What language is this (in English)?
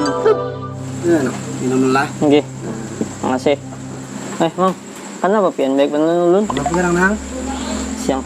Banjar